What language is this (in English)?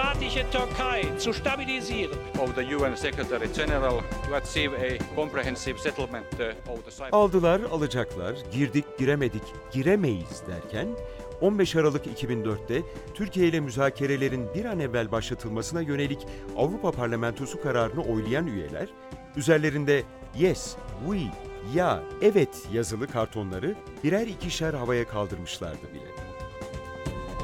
Turkish